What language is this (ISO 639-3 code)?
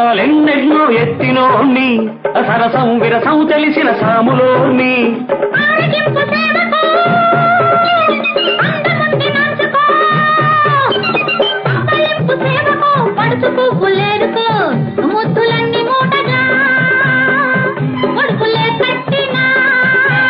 tel